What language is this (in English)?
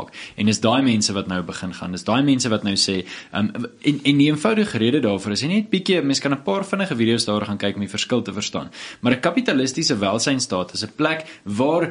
Afrikaans